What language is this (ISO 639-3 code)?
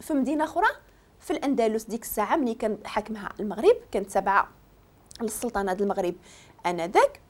ary